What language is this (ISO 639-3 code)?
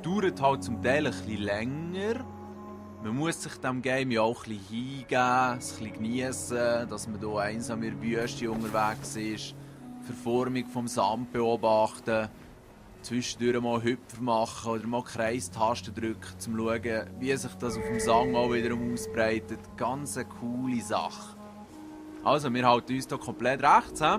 gsw